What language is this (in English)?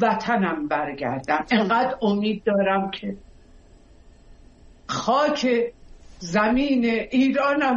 Persian